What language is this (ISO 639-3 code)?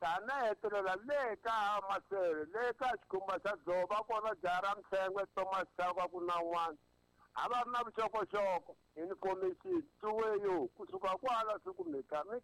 tso